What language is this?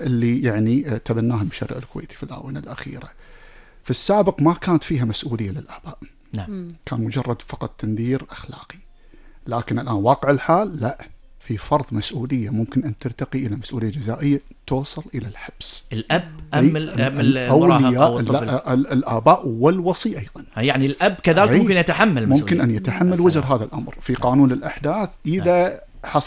Gulf Arabic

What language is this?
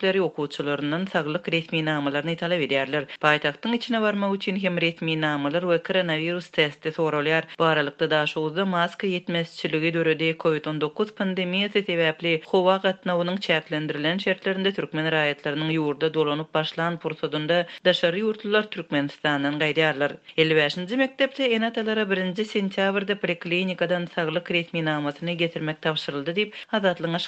Turkmen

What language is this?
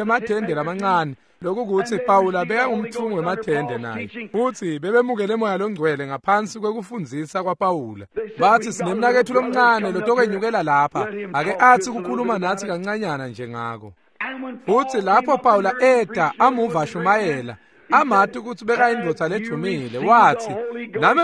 Swati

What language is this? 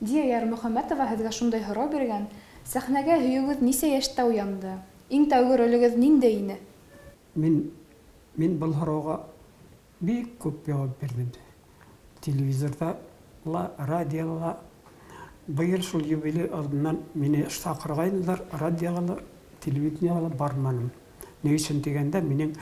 Bashkir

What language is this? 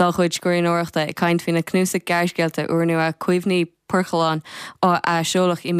Irish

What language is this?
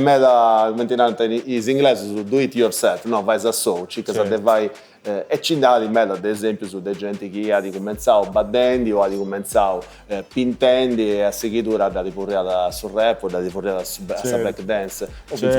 Sardinian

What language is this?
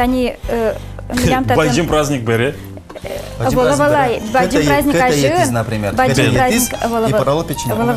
Udmurt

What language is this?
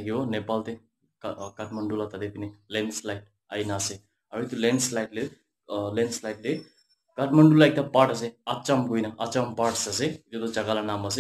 Naga Pidgin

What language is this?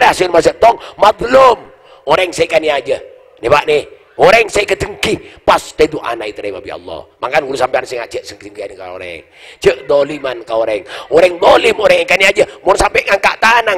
Madurese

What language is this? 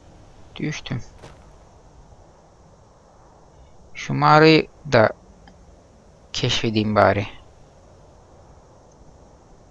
Turkish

